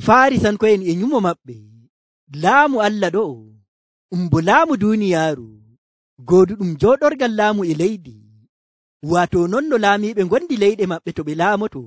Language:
Nigerian Fulfulde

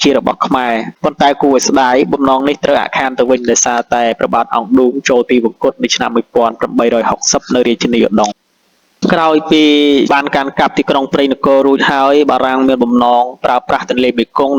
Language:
Khmer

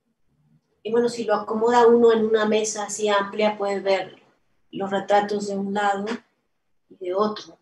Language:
Spanish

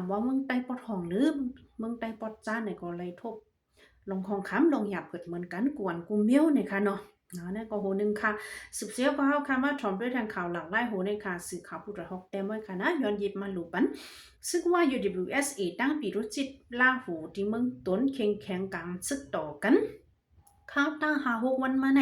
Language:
Shan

